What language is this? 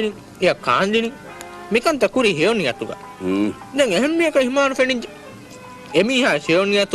Divehi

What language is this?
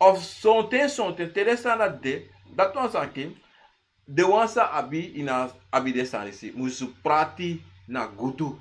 Sranan Tongo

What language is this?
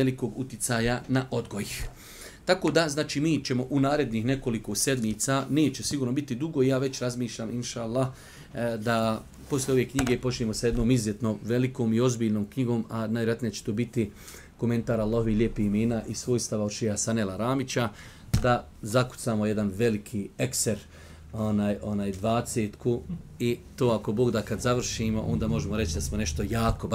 Bosnian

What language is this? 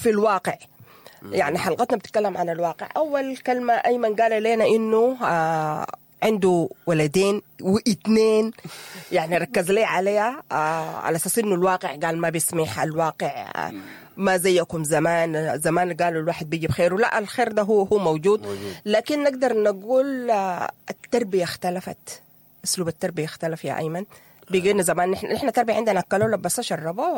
Sudanese Arabic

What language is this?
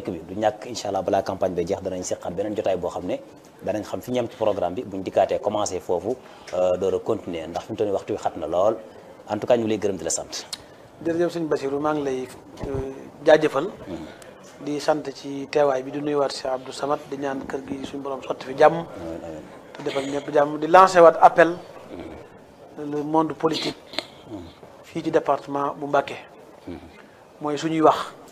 Wolof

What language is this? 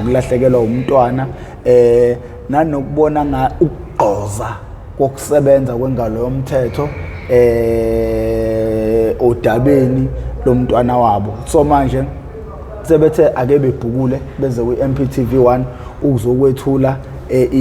Zulu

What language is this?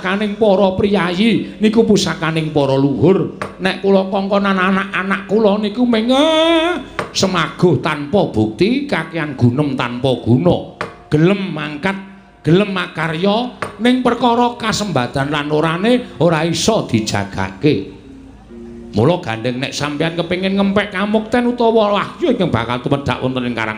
Javanese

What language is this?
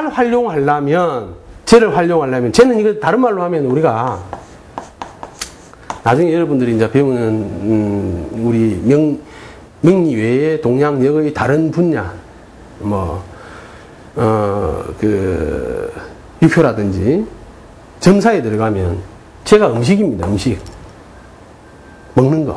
Korean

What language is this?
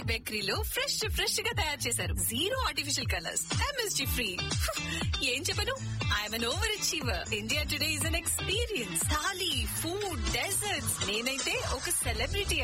Telugu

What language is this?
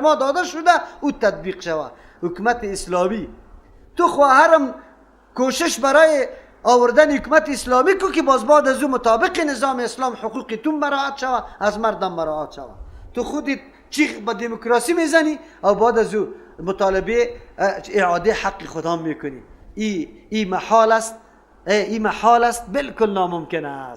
Persian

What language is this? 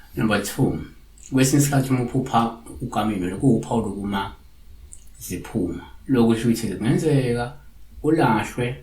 Zulu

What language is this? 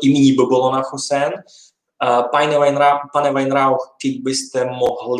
Rusyn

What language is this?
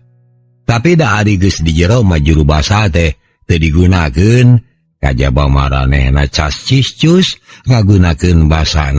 Sundanese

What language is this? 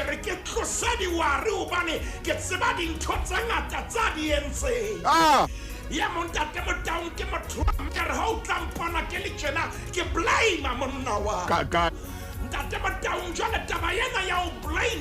Southern Sotho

